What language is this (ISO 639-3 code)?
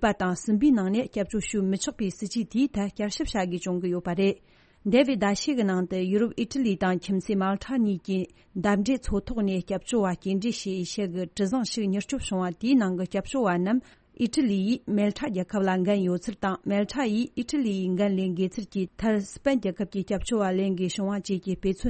bod